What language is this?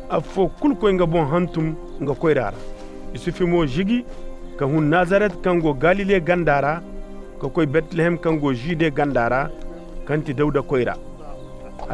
Koyraboro Senni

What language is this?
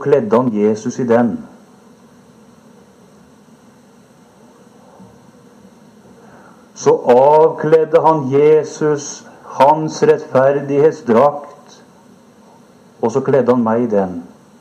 Norwegian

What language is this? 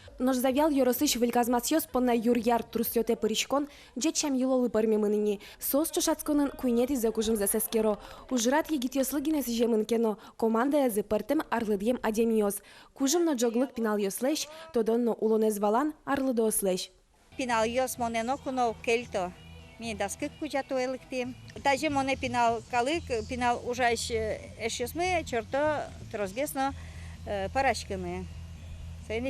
Udmurt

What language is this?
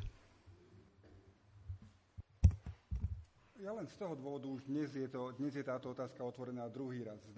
Slovak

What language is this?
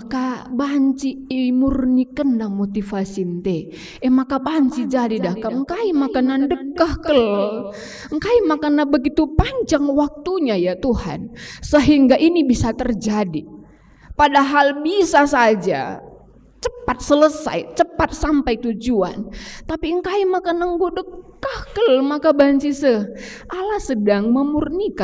Batak Karo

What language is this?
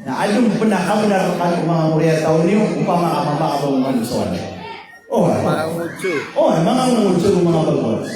Maranao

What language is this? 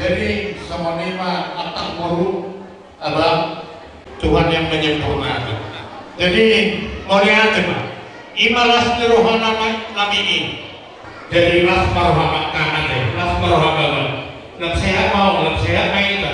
Batak Toba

